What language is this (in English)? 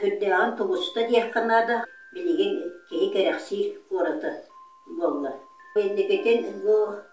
Yakut